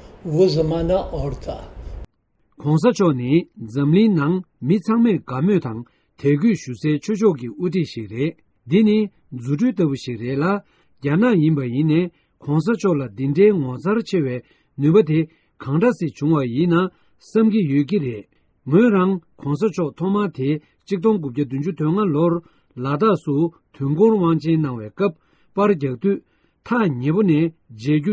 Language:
Tibetan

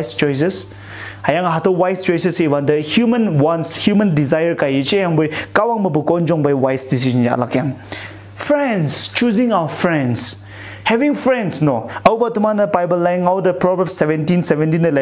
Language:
Konyak Naga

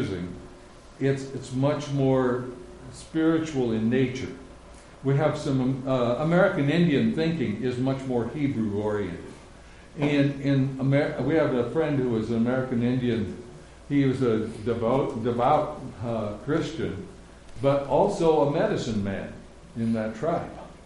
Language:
English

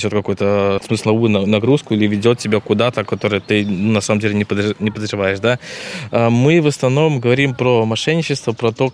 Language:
Russian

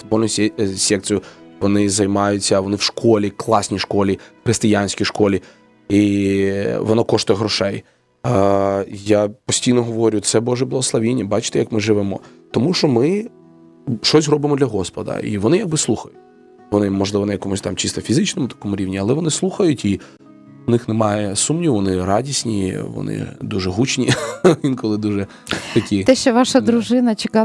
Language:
Ukrainian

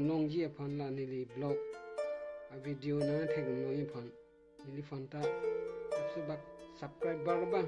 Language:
Karbi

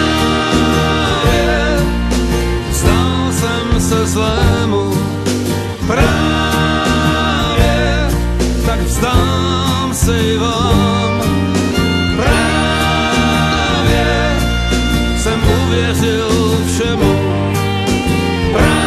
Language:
Czech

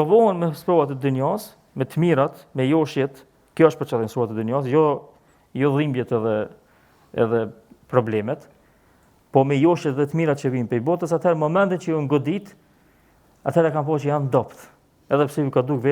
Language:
Albanian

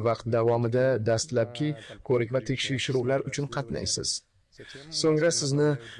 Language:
Uzbek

